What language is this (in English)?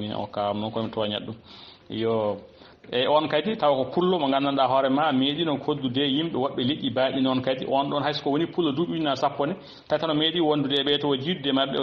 Fula